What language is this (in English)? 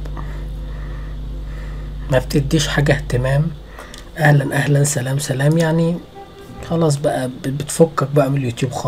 Egyptian Arabic